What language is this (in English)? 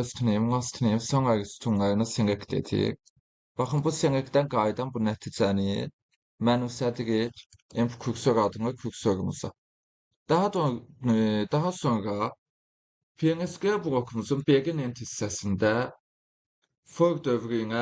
Azerbaijani